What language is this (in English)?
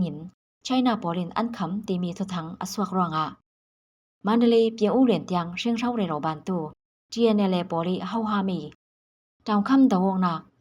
Falam Chin